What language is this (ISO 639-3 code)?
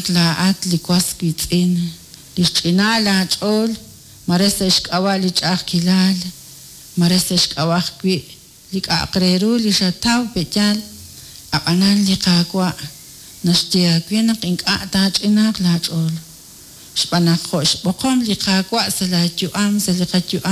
kek